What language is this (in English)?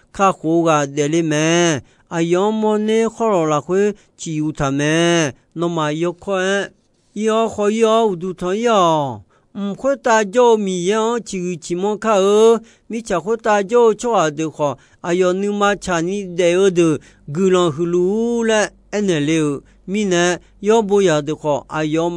Akha